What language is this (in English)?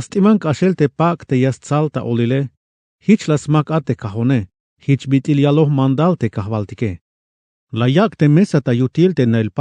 Tzeltal